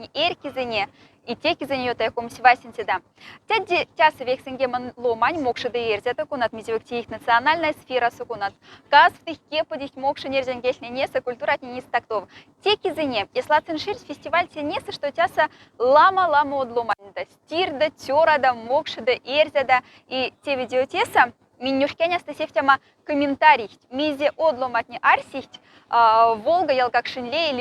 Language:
Moksha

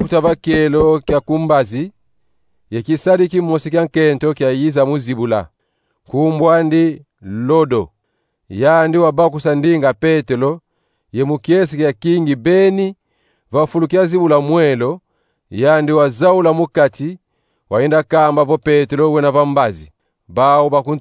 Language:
Kongo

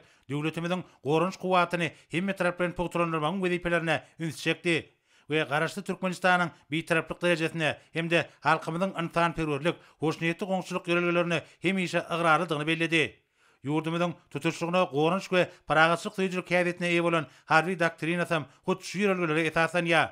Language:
Turkmen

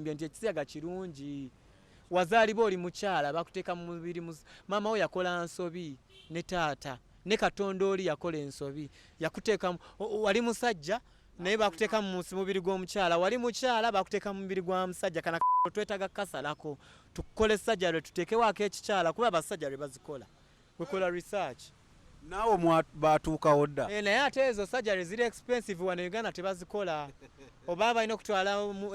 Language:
Ganda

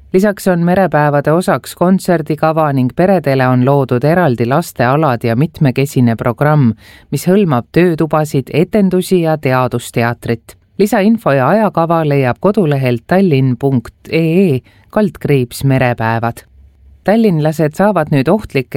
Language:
Estonian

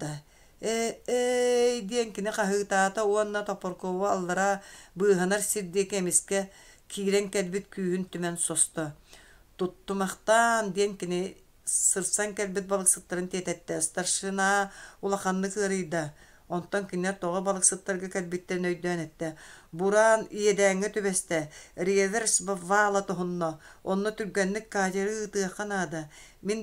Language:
Yakut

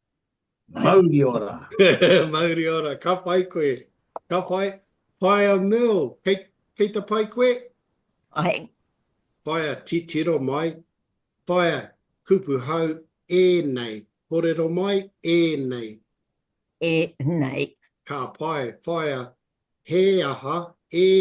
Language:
Māori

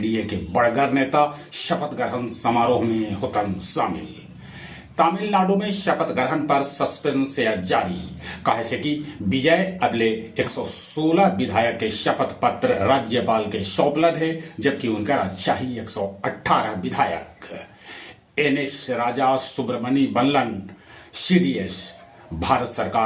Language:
Magahi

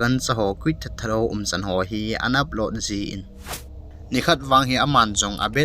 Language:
Thado Chin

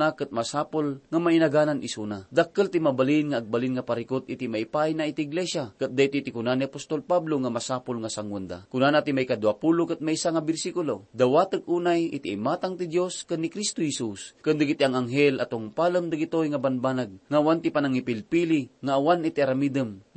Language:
Iloko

